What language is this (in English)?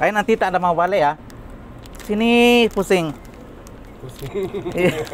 Minangkabau